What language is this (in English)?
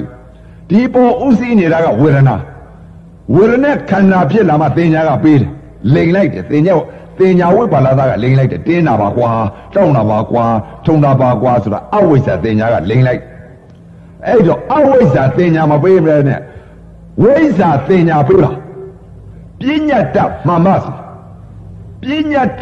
Burmese